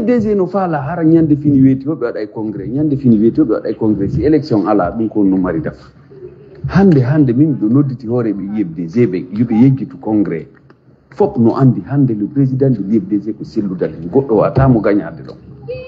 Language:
Pular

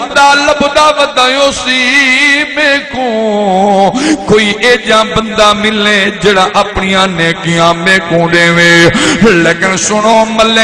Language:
Saraiki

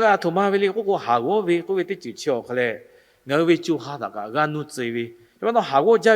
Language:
Lahu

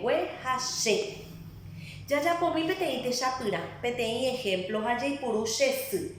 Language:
Guarani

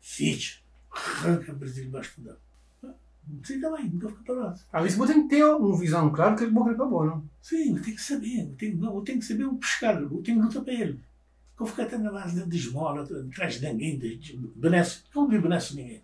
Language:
Kabuverdianu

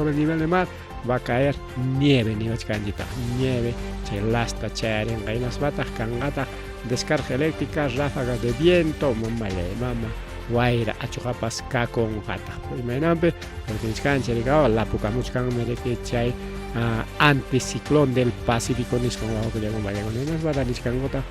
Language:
Ayacucho Quechua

